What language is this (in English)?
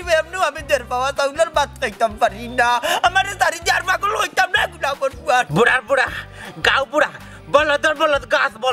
Sylheti